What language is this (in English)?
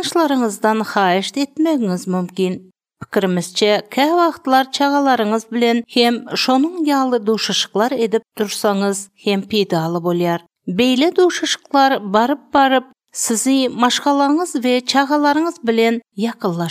Turkmen